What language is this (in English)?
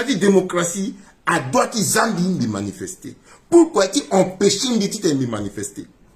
Sango